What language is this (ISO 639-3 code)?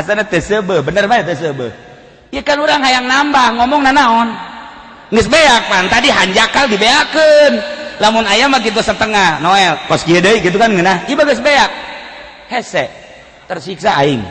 sun